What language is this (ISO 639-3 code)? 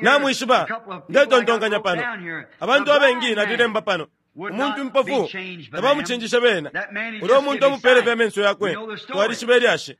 bem